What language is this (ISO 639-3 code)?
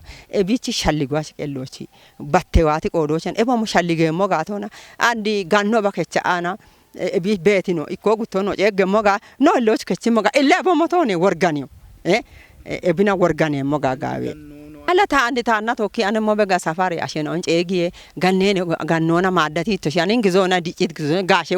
kbr